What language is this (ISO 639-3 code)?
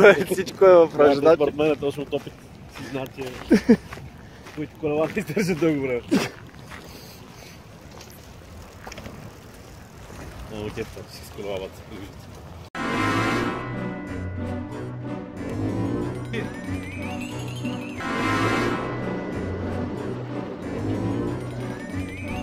bul